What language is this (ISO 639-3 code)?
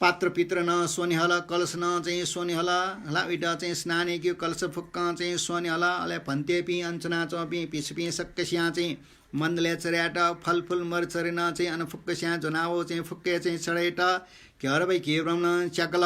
new